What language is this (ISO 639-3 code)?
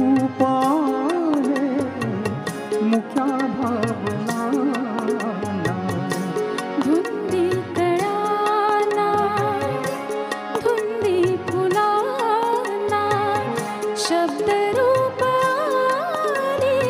mar